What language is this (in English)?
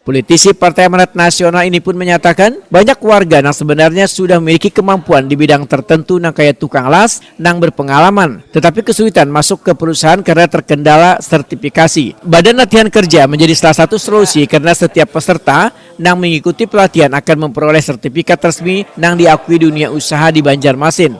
Banjar